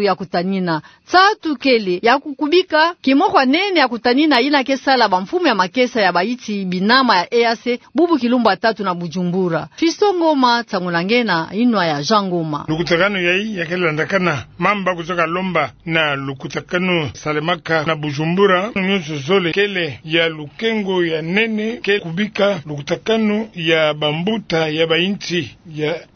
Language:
Kituba (Democratic Republic of Congo)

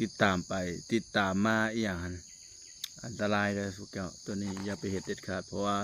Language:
Lao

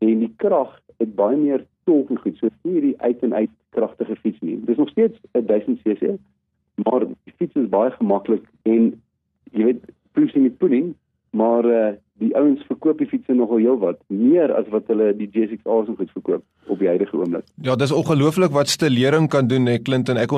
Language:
Afrikaans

